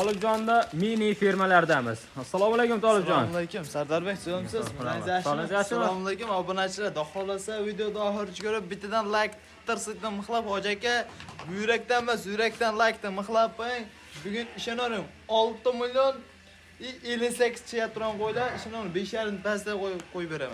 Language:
Uzbek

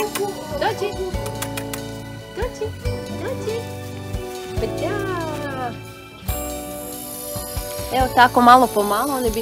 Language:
Croatian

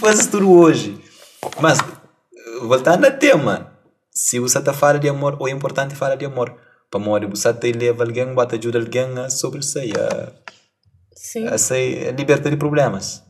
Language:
Kabuverdianu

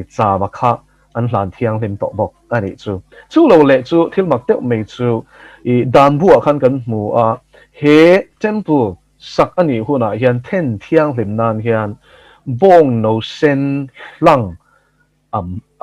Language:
Mizo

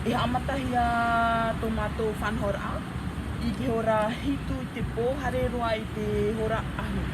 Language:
Tahitian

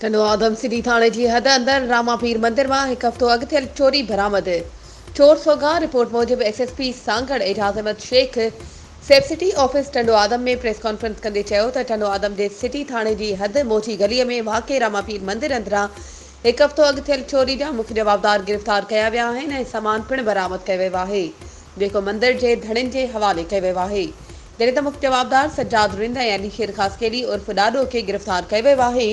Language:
Sindhi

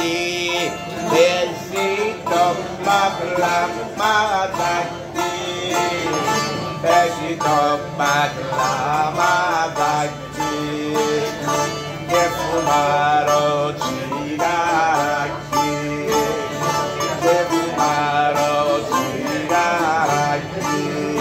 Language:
Greek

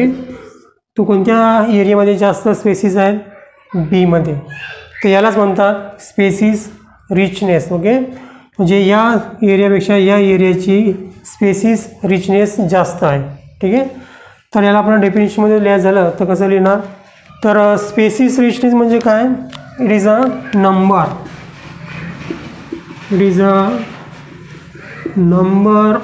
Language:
Marathi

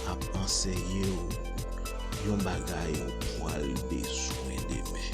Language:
Haitian Creole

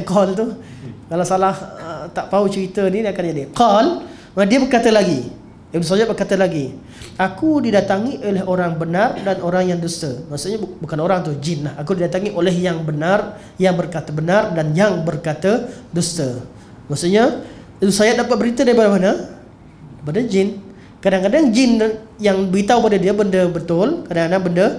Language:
Malay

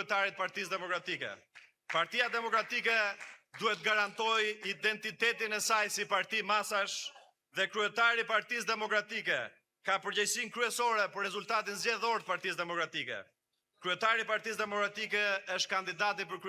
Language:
Albanian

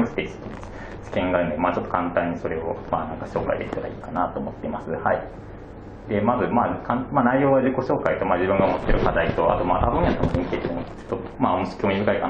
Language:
Japanese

